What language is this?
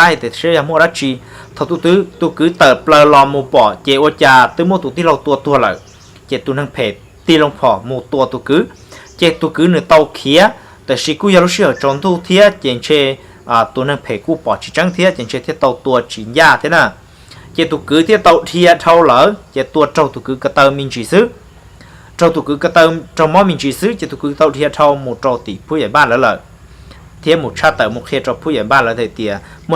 Hmong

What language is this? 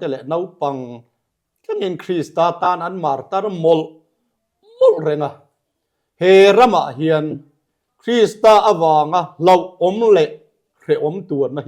Mizo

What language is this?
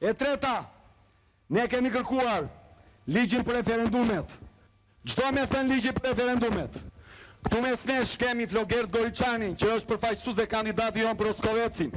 Albanian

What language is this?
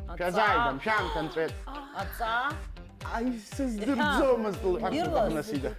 Abkhazian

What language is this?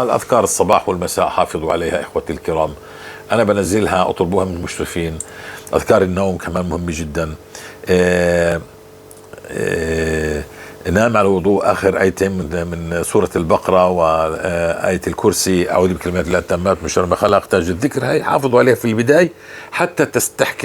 North Levantine Arabic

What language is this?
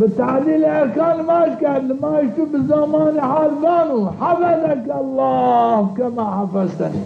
Zaza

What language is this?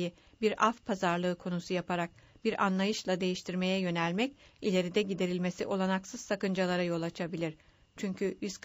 Turkish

